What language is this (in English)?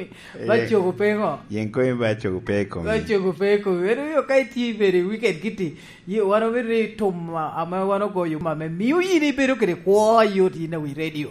Lango (Uganda)